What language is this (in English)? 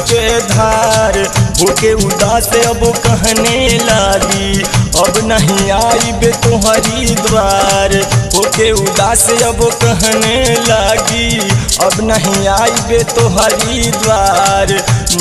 Bhojpuri